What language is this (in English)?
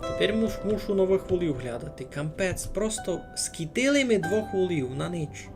Rusyn